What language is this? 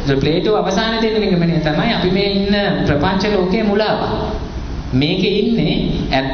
Sinhala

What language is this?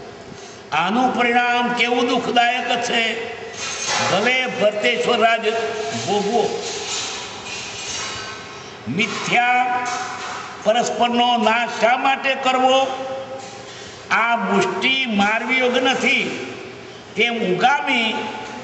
Gujarati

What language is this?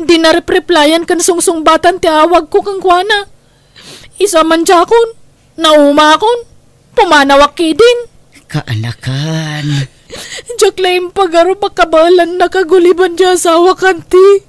Iloko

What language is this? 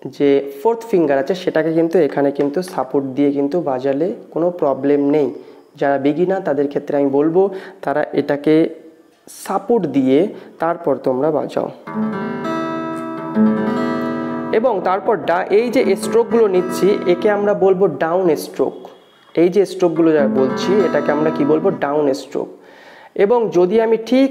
Bangla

